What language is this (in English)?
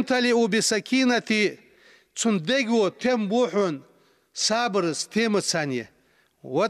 Ingush